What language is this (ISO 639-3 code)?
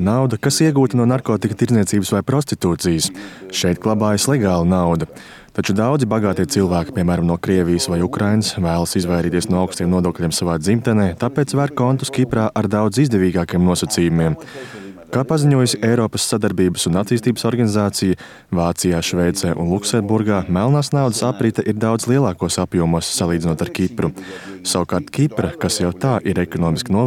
lav